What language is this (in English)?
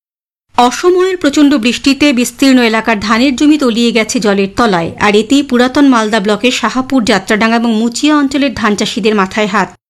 Bangla